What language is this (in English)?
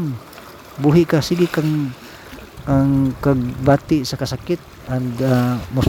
Cebuano